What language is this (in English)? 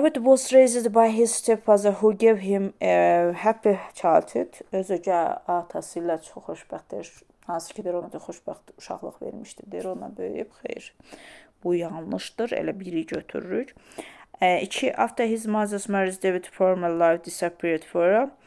Azerbaijani